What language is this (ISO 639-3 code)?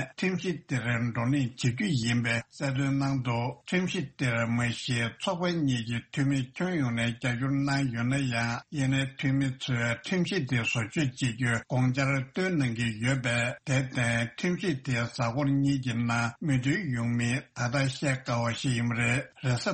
bod